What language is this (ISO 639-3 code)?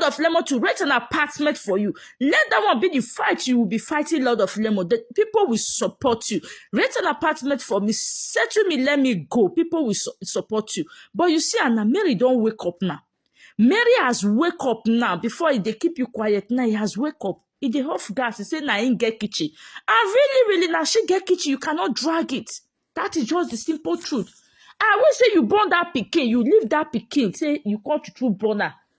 pcm